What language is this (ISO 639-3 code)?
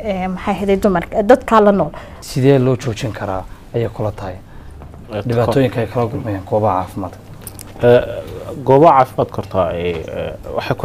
som